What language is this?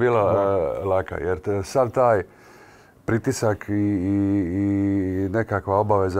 Croatian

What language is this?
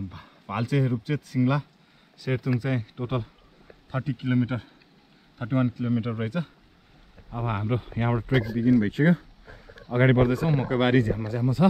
Nepali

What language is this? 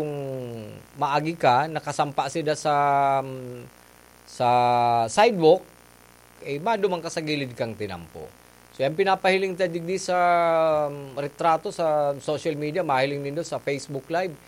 Bikol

